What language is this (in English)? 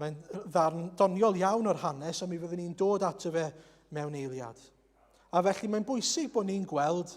Welsh